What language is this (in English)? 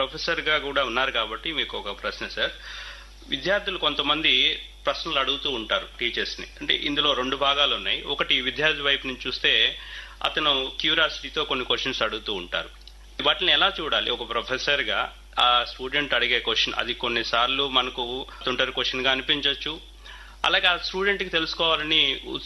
Telugu